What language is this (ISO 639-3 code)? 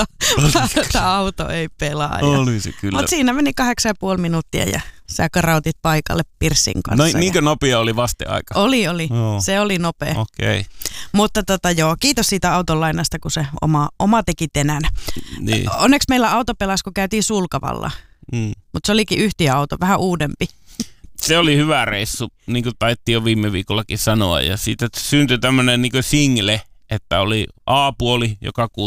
fin